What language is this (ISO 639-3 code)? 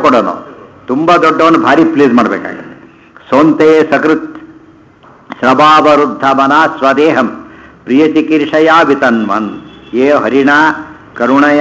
kan